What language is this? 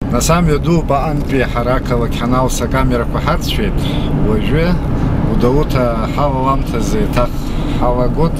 Abkhazian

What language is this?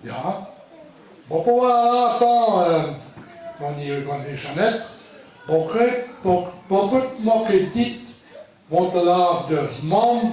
Breton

